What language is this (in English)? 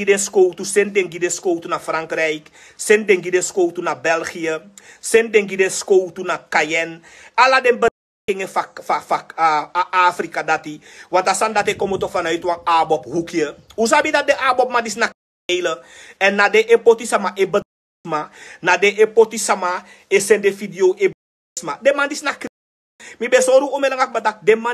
Sranan Tongo